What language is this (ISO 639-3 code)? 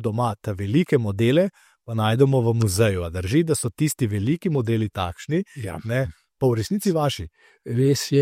slv